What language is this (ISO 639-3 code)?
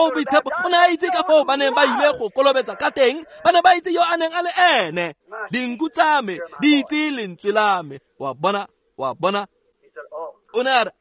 tsn